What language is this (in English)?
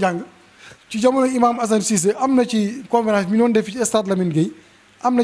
Wolof